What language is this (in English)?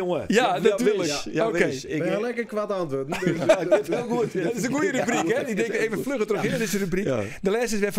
Western Frisian